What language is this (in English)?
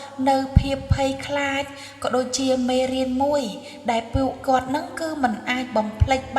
Khmer